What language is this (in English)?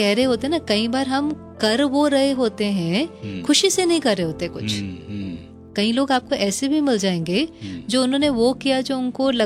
Hindi